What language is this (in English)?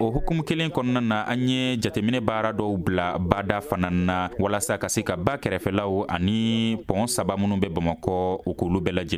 Bambara